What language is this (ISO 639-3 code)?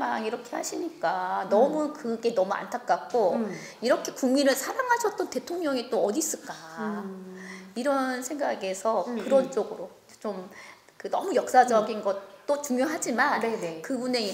kor